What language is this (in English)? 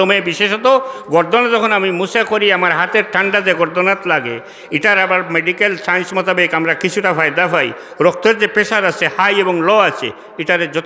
Sylheti